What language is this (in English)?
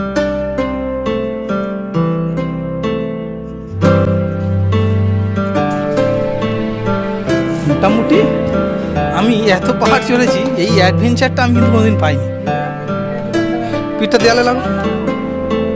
Bangla